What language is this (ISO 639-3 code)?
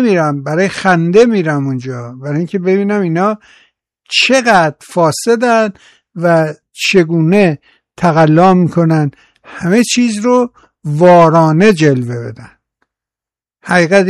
fas